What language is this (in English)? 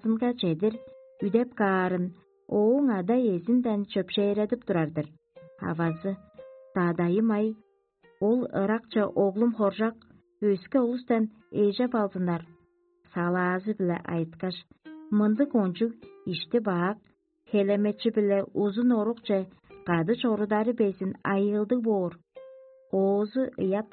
Tuvinian